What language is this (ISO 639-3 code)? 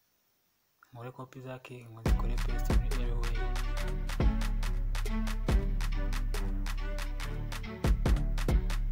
kin